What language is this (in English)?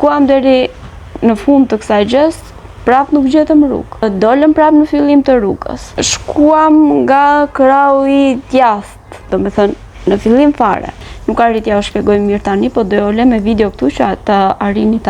Albanian